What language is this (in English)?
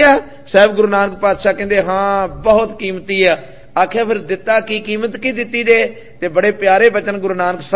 Punjabi